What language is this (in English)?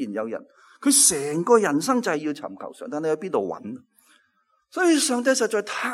Cantonese